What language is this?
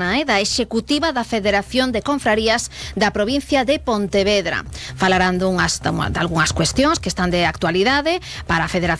Galician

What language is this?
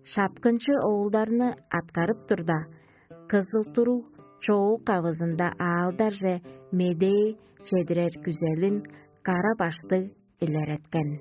Tuvinian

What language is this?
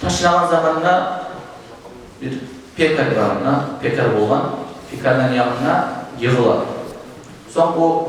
Kumyk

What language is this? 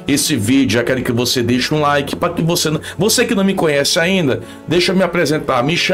Portuguese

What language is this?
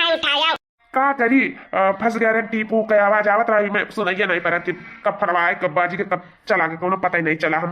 Awadhi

